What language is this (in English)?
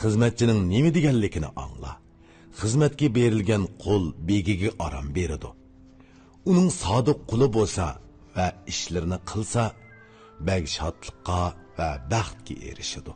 Uyghur